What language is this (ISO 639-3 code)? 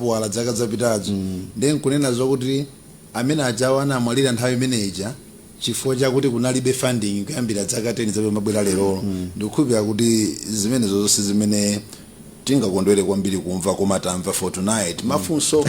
nya